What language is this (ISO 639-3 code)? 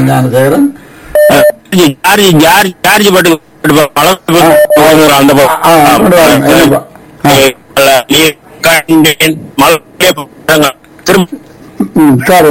tam